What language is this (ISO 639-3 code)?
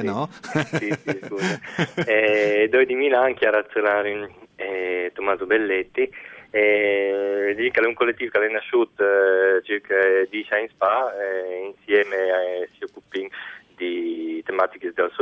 fur